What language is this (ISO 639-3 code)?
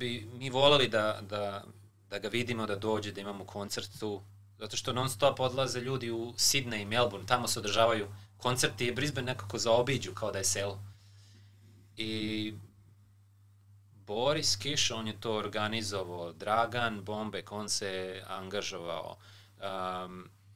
srp